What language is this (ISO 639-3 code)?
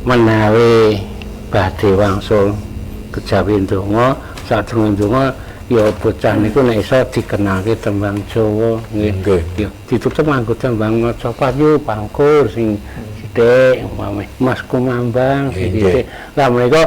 jav